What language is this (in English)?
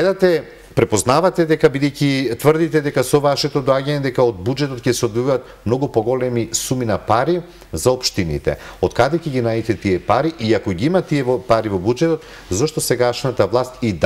Macedonian